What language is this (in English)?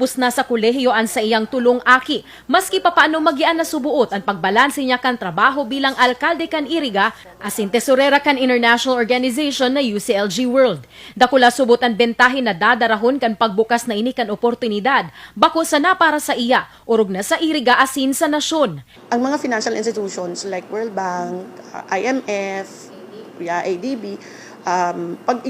Bikol